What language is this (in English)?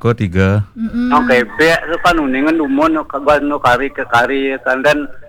Balinese